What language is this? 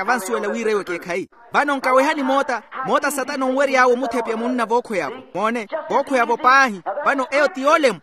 Makhuwa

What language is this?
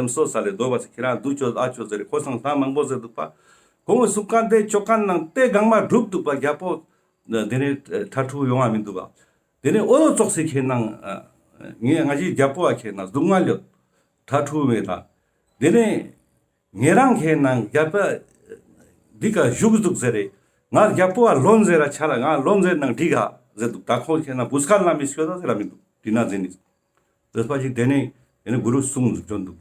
Ladakhi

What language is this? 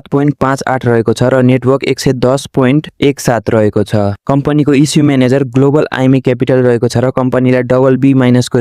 Nepali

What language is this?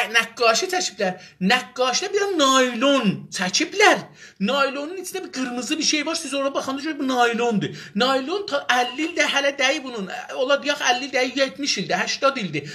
South Azerbaijani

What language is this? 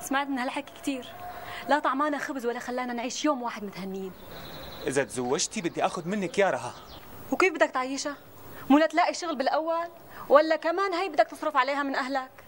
North Levantine Arabic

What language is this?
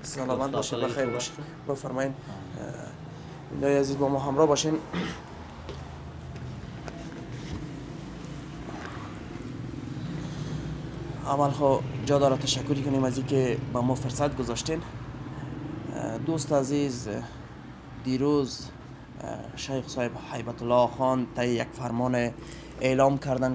Persian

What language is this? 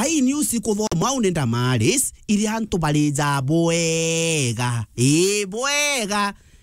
Meru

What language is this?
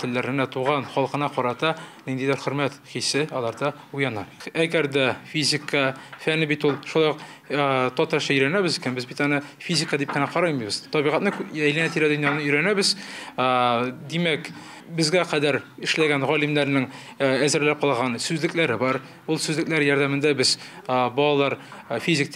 Tatar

